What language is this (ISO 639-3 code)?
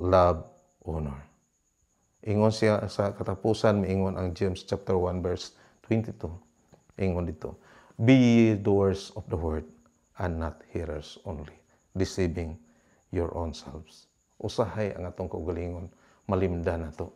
ceb